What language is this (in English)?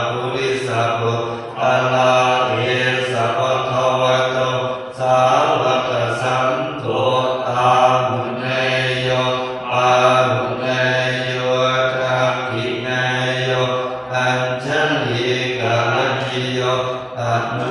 Pali